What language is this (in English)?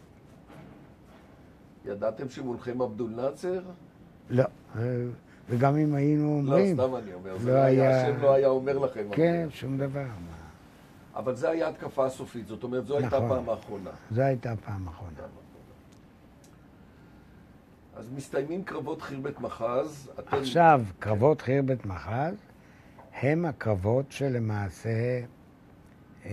Hebrew